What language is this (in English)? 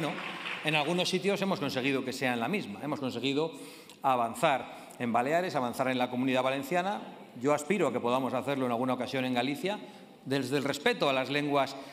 Spanish